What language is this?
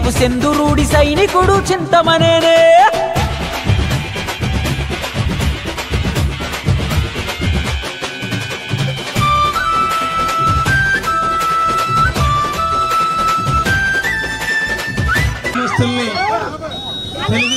Telugu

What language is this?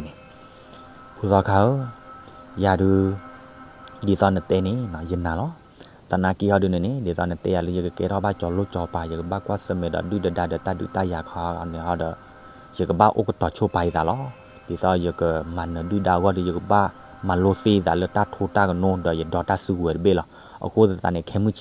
S'gaw Karen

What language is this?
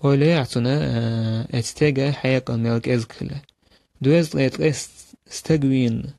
Chechen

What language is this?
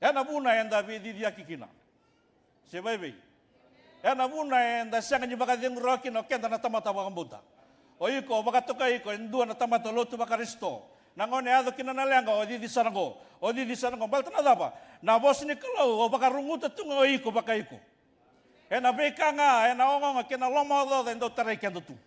Fijian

